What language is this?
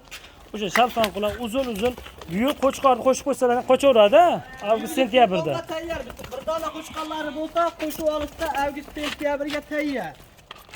Uzbek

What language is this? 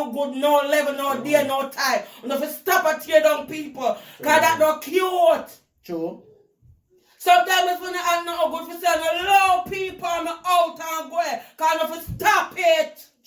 Jamaican Creole English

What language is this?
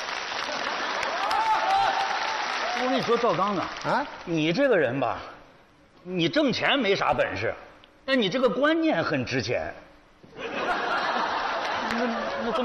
Chinese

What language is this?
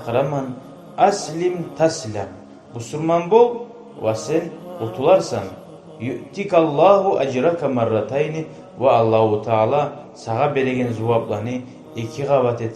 Kumyk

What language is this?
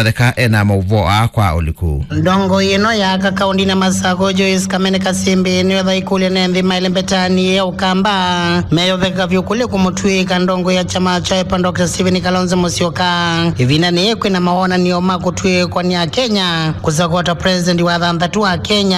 Kamba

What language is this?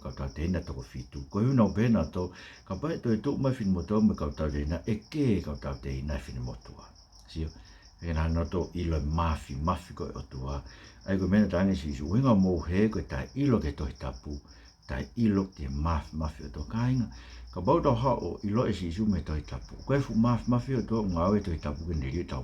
Tongan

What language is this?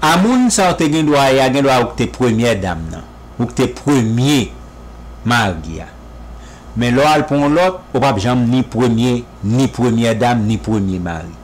Haitian Creole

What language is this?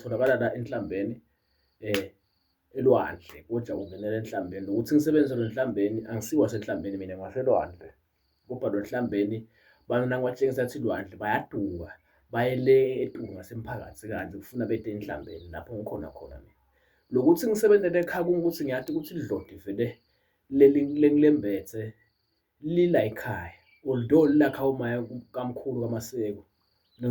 Zulu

